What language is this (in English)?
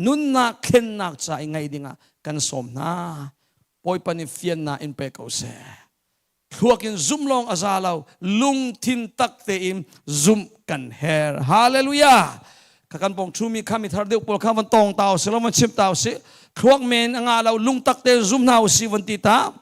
Hakha Chin